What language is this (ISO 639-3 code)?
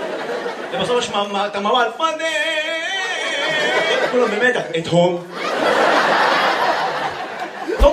heb